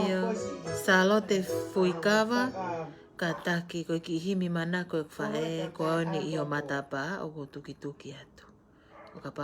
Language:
Tongan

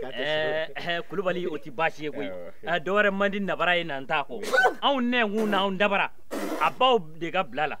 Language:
Bambara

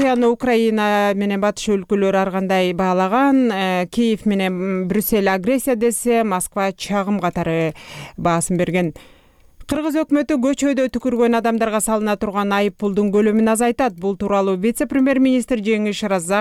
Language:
Kyrgyz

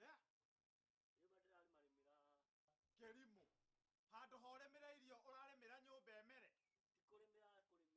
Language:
Kikuyu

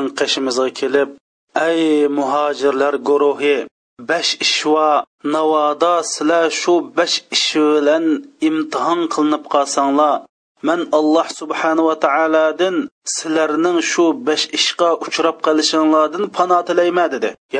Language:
Uyghur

